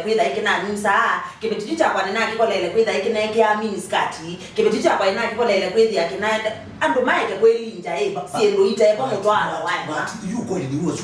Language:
Kamba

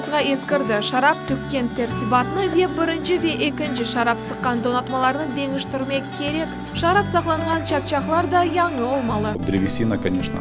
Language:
Crimean Tatar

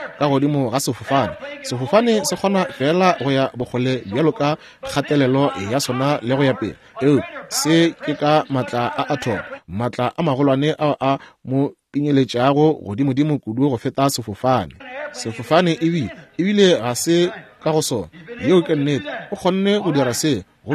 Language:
Northern Sotho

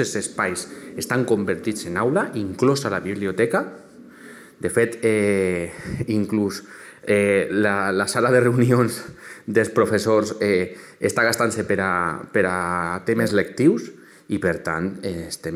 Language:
Catalan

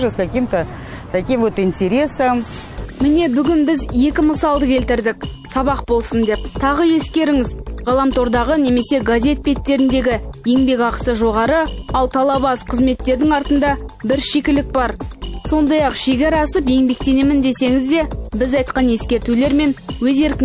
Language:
Kazakh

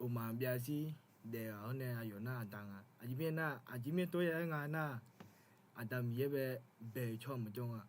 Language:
Akha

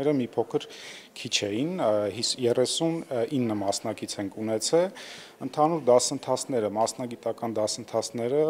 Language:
Armenian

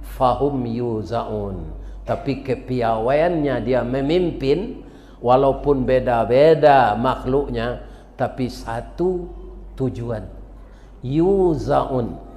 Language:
Minangkabau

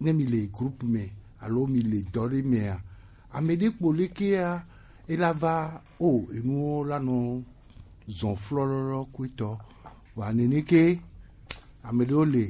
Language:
Gen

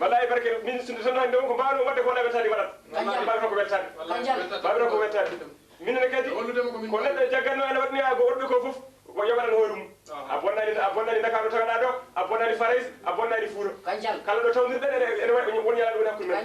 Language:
Fula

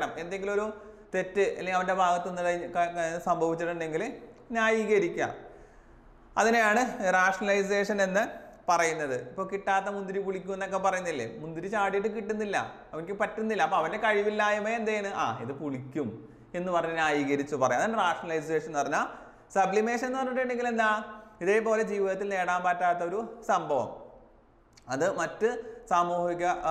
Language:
Malayalam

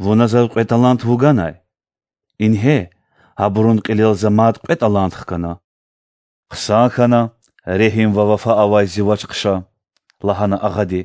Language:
Lezghian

